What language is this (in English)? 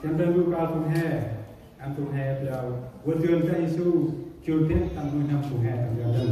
Central Mnong